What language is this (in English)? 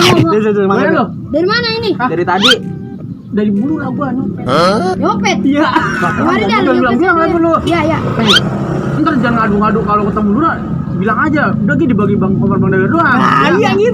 Betawi